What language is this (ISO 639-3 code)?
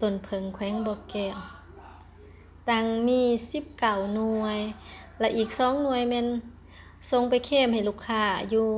lao